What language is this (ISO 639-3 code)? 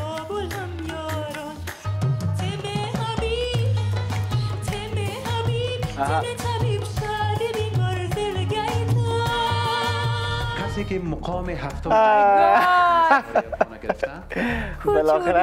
fas